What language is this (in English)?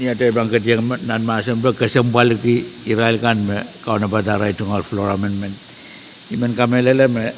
Pohnpeian